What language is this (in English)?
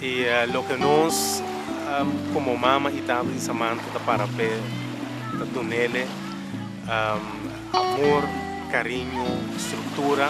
Papiamento